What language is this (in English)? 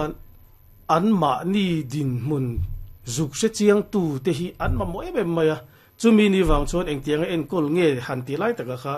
Mizo